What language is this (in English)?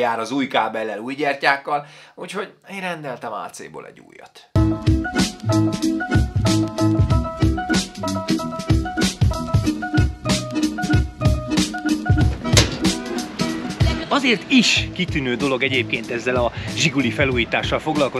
Hungarian